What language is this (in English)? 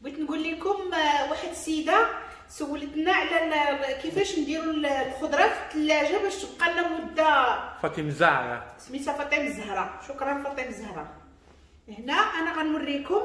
Moroccan Arabic